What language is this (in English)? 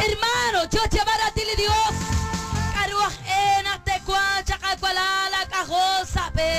Kekchí